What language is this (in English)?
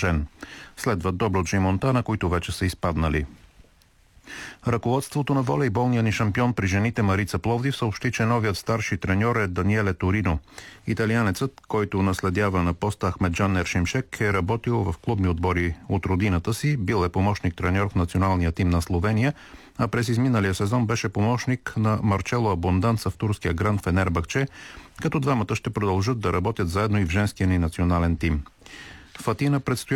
Bulgarian